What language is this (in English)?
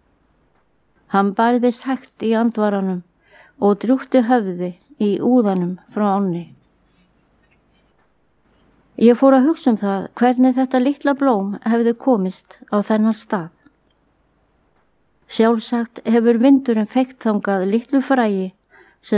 Icelandic